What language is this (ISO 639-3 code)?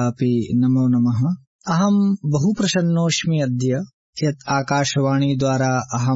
san